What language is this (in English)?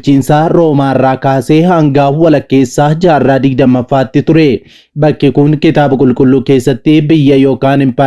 Oromo